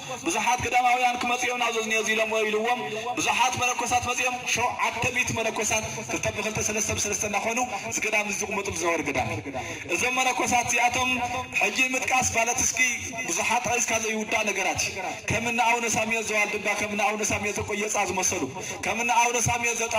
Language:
Tigrinya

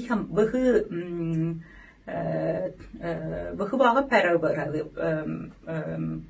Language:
Tamil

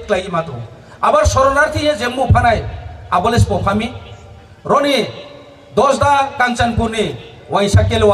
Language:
Riang (India)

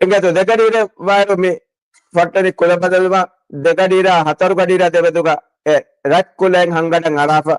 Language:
Divehi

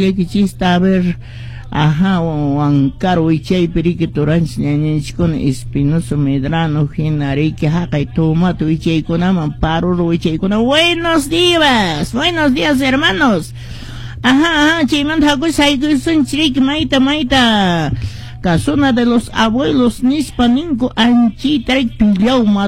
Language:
Quechua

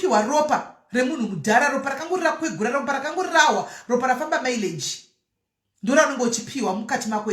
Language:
Shona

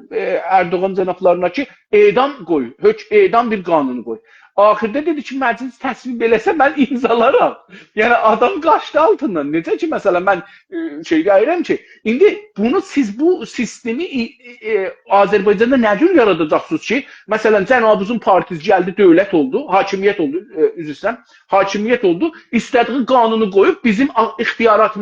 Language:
South Azerbaijani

